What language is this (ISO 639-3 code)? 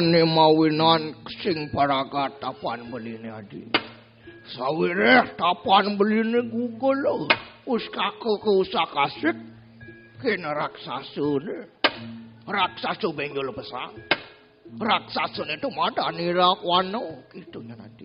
ban